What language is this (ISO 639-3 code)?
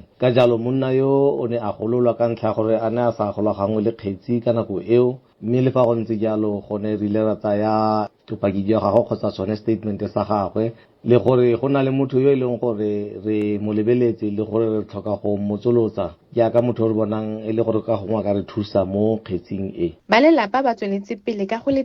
tsn